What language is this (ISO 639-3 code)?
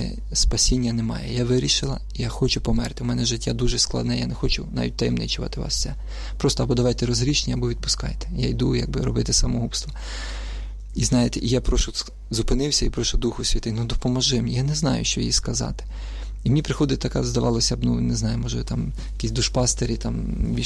ukr